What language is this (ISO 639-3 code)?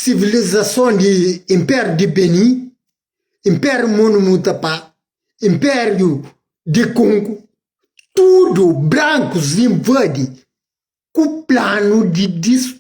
kea